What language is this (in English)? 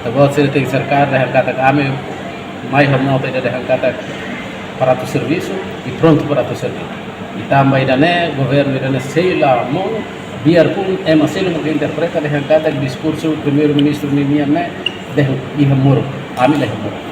Tetum